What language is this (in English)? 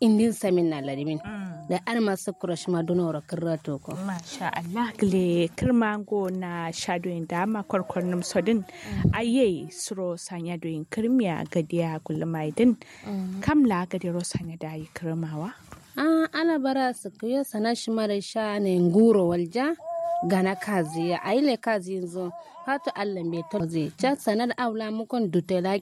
Kanuri